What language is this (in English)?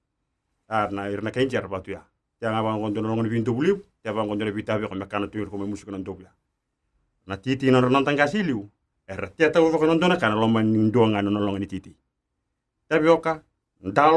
Fijian